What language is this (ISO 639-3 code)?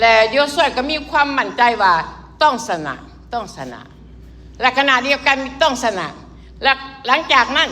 lao